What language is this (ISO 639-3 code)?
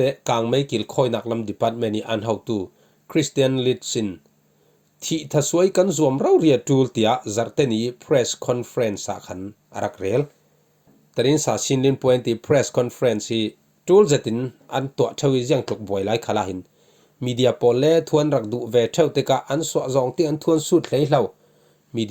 cfm